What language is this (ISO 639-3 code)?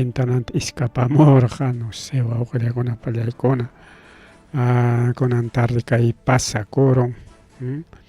quy